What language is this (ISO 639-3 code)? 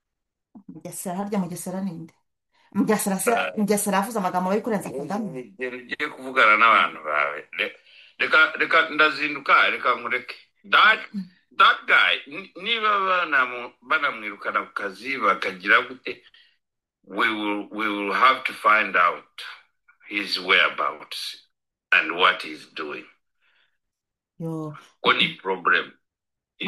kin